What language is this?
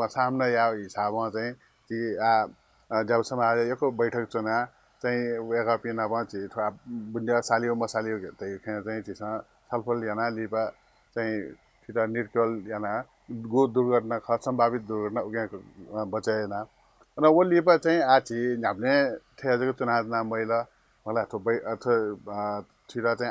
Newari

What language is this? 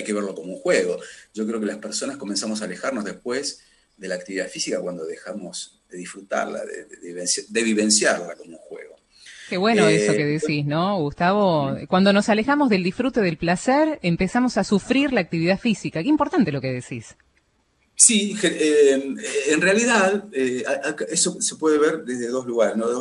Spanish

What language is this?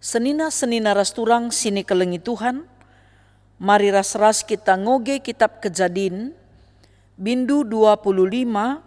Batak Karo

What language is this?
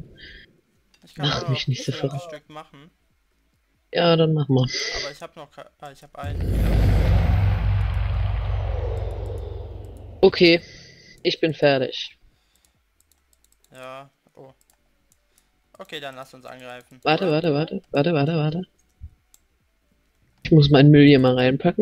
German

